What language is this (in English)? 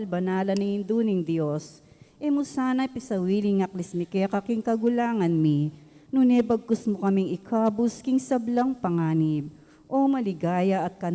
Pampanga